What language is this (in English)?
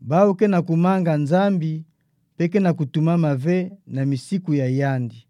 Kituba (Democratic Republic of Congo)